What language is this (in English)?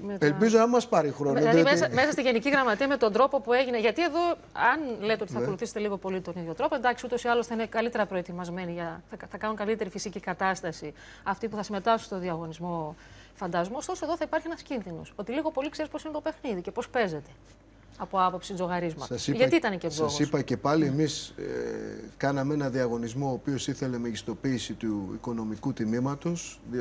Greek